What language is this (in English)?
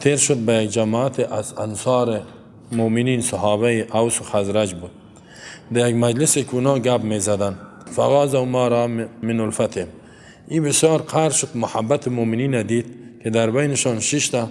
Persian